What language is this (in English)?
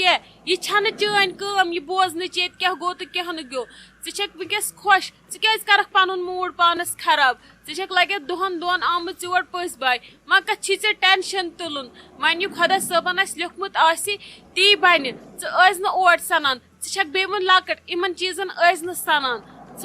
Kashmiri